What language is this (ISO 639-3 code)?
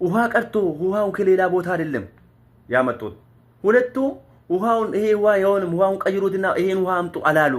amh